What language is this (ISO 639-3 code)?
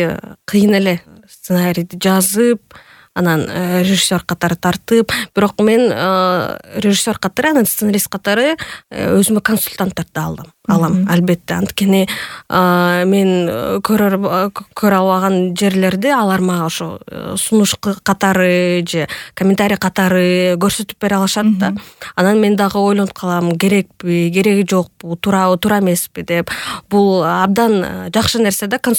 kir